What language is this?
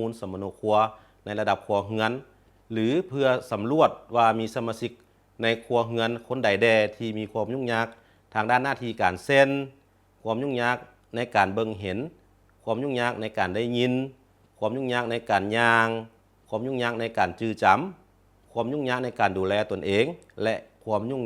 Lao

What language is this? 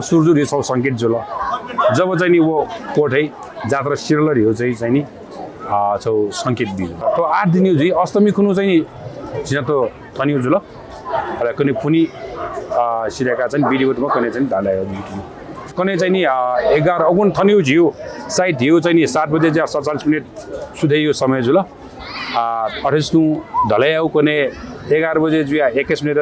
Newari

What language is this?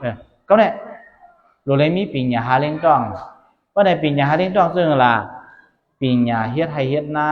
Shan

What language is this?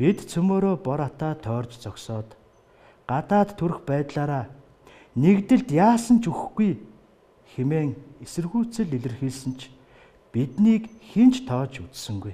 Mongolian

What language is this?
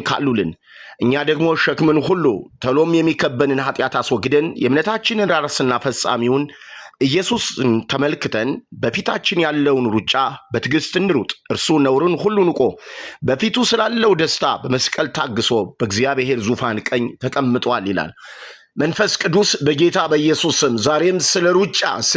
Amharic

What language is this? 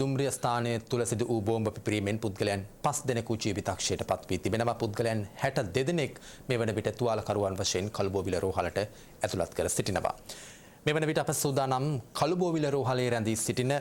Sinhala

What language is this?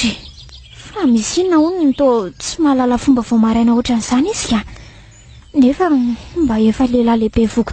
Malagasy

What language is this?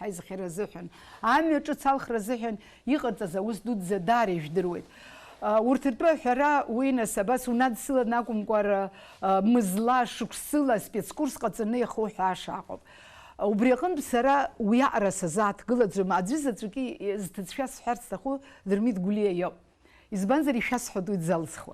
Abkhazian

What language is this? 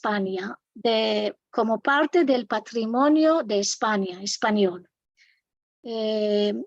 Ladino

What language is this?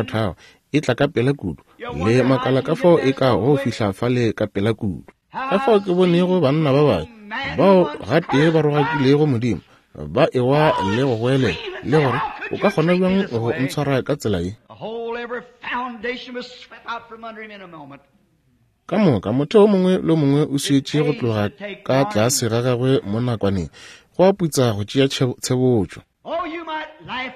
Northern Sotho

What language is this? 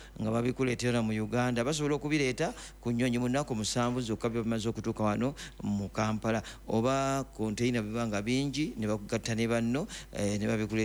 Ganda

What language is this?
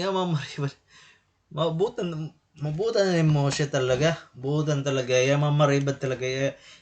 Waray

